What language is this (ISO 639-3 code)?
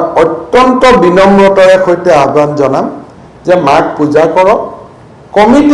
asm